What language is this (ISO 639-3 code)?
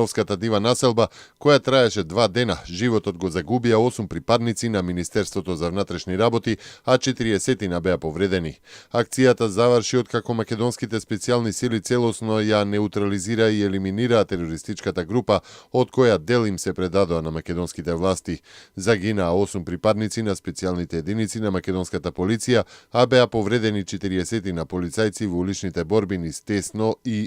mkd